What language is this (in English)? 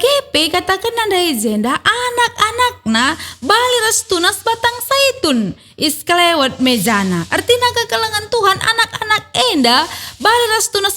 Batak Karo